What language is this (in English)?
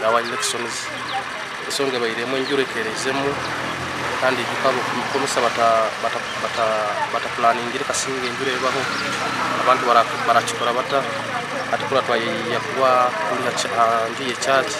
Nyankole